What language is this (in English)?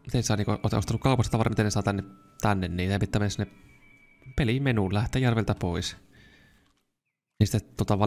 Finnish